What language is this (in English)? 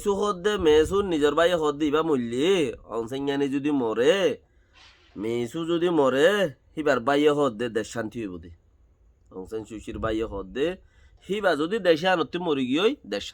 Rohingya